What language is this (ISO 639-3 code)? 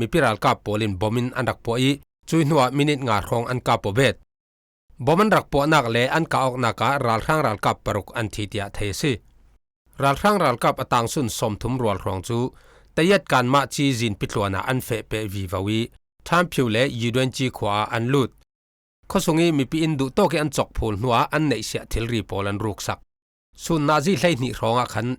cfm